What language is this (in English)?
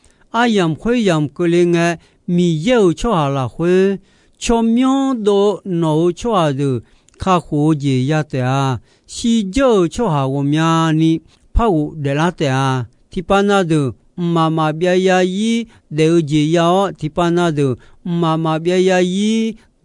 Akha